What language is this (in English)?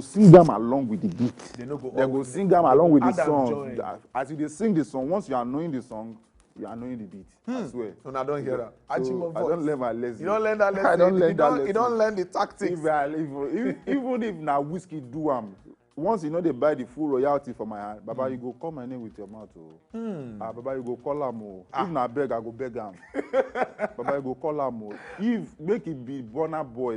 Nigerian Pidgin